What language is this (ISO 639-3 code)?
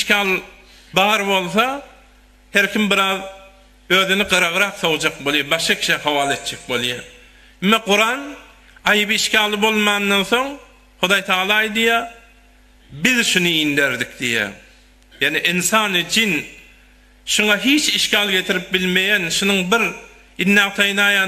tuk